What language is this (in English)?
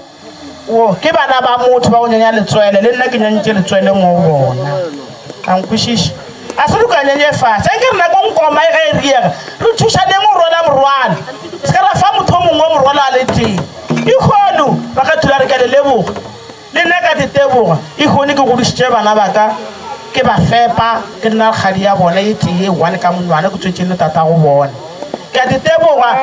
Northern Sotho